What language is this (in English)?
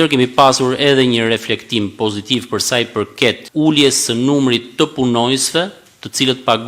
Albanian